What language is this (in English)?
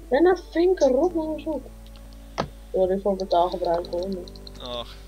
Dutch